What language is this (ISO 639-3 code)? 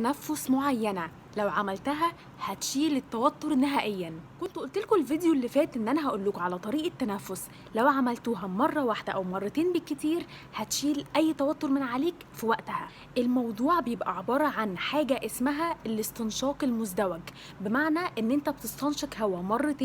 arz